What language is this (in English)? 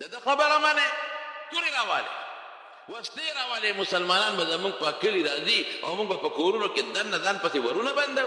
Pashto